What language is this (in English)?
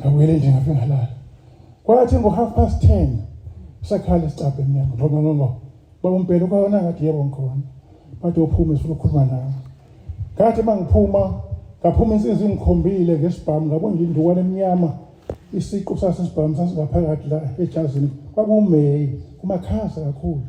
Zulu